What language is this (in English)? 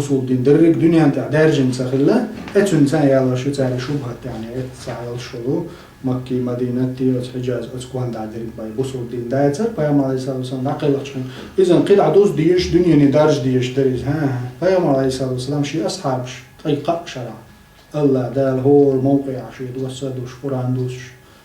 Chechen